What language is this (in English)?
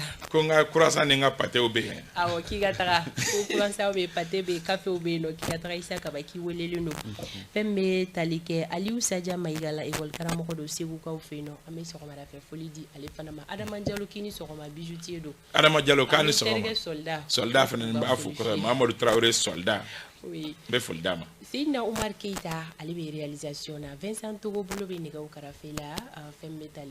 Bambara